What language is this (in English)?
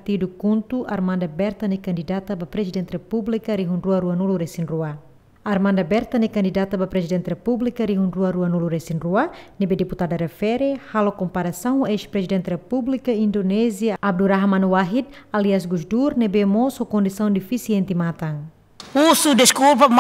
Tetum